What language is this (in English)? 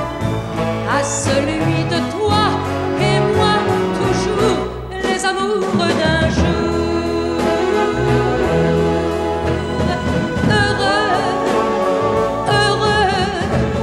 French